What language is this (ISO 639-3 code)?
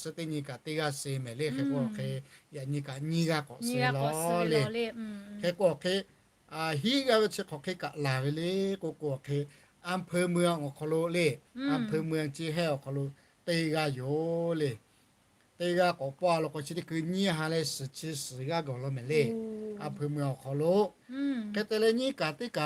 lhu